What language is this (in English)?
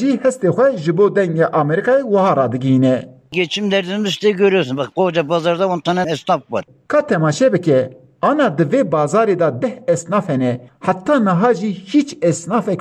Kurdish